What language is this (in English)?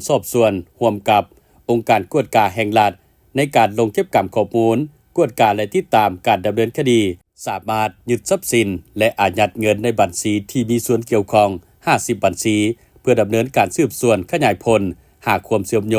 Lao